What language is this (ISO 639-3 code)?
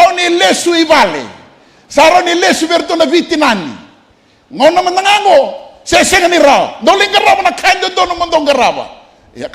fij